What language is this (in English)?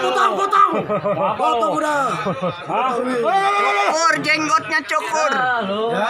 Betawi